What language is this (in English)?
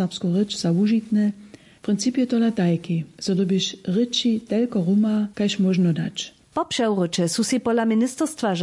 Upper Sorbian